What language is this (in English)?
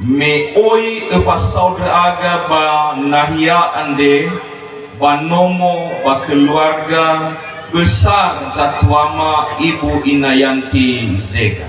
Nias